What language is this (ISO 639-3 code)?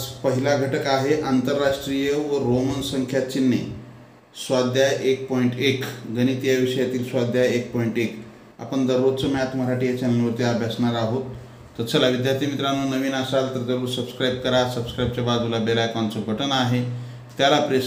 mar